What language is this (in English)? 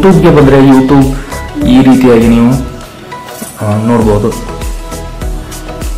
Kannada